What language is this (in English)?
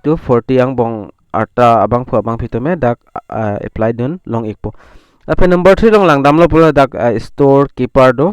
Karbi